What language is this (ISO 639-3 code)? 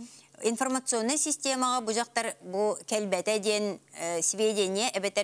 sah